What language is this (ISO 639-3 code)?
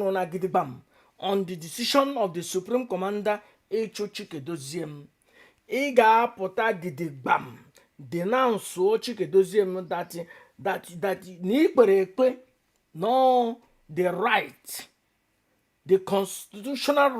ibo